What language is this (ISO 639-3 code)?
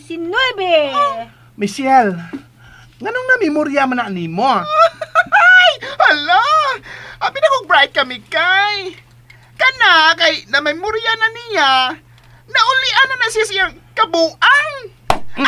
ceb